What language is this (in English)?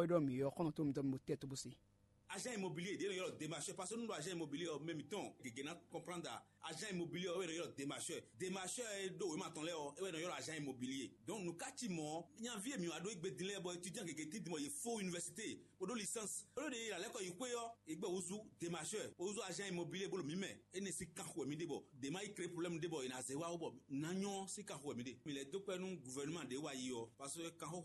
Fon